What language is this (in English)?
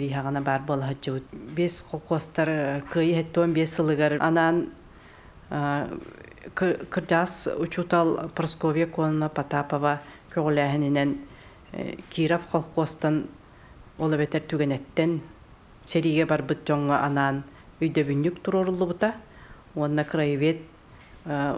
Yakut